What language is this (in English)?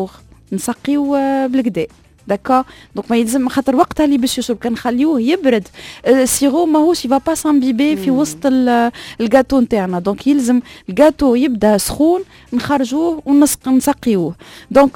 Tunisian Arabic